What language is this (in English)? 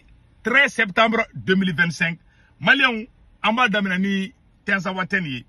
Bambara